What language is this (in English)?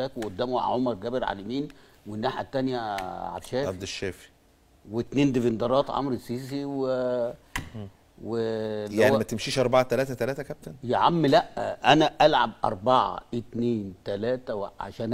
Egyptian Arabic